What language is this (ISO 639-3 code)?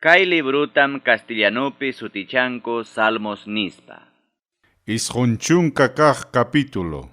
quy